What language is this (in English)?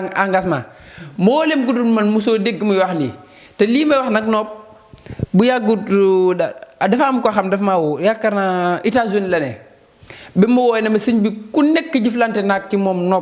Wolof